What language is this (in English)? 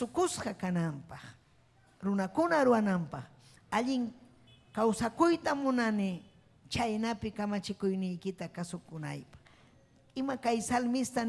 Ayacucho Quechua